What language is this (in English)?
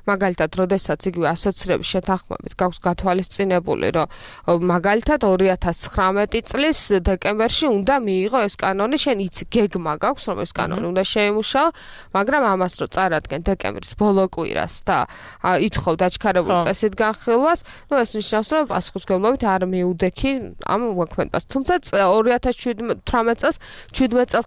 Georgian